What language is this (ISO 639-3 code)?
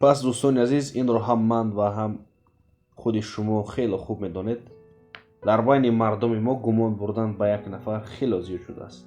tgk